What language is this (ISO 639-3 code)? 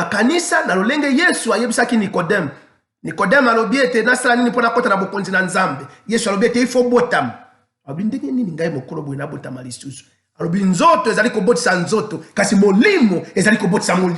lin